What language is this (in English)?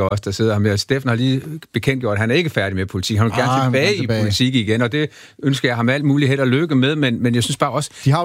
Danish